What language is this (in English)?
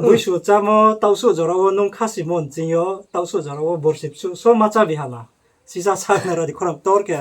Riang (India)